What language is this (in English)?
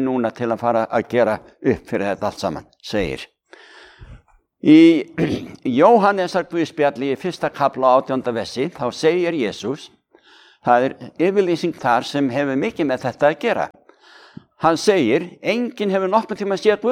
Icelandic